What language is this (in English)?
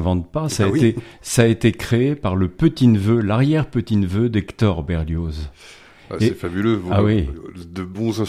French